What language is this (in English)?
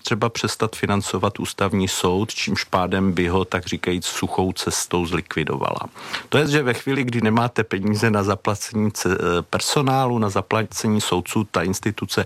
Czech